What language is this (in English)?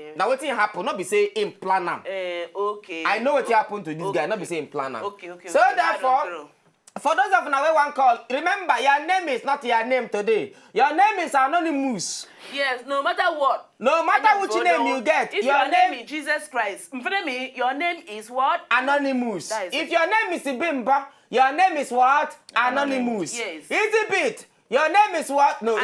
Nigerian Pidgin